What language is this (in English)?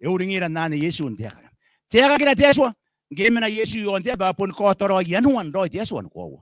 Gilbertese